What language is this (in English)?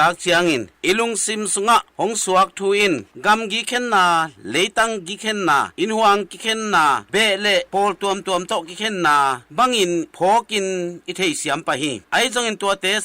Tedim Chin